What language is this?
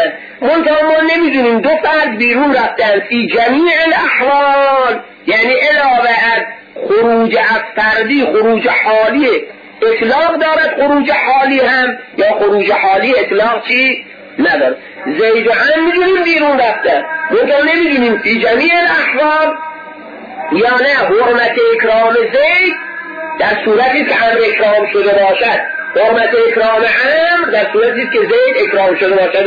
Persian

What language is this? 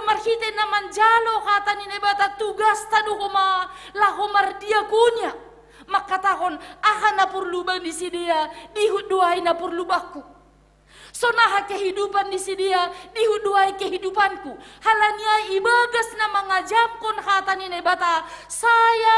Batak Simalungun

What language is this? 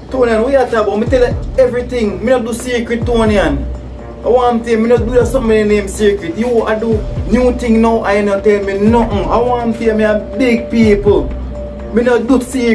Jamaican Creole English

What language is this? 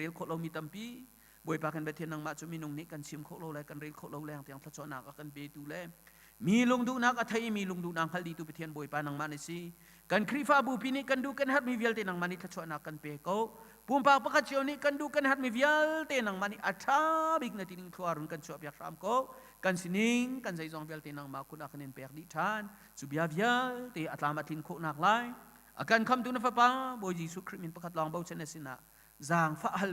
Hakha Chin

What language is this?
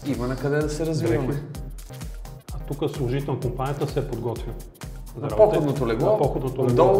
Bulgarian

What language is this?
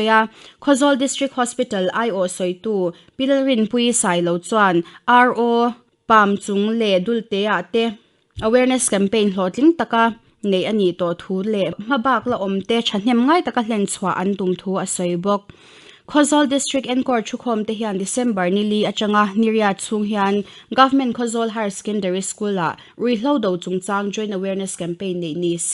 Mizo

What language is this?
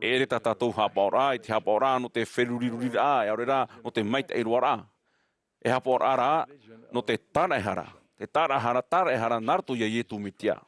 Tahitian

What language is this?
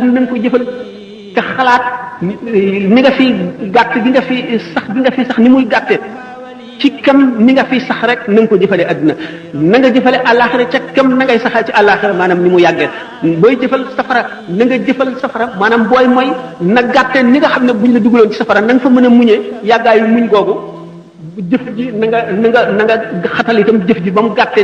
Wolof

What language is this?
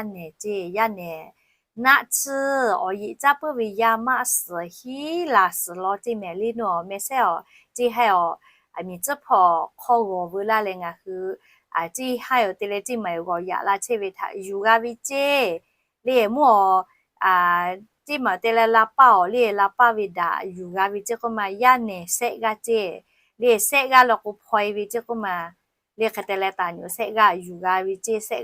Lahu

